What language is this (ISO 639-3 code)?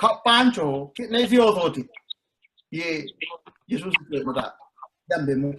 sid